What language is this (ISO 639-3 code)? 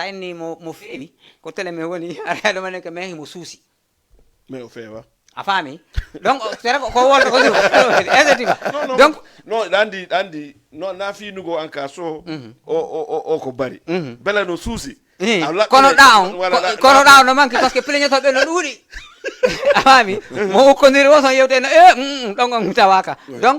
ful